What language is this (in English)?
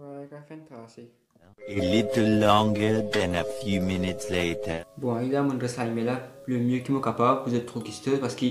Morisyen